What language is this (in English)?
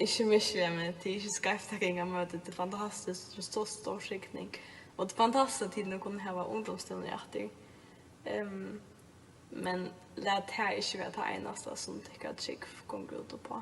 Faroese